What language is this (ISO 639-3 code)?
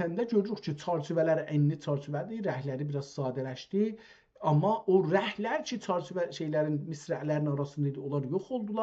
azb